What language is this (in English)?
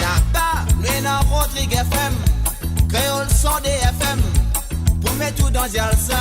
Morisyen